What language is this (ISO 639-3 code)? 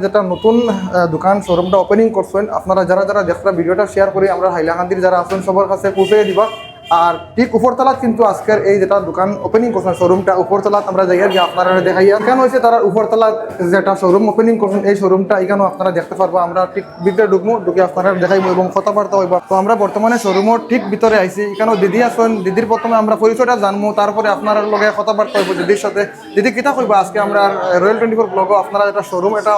syl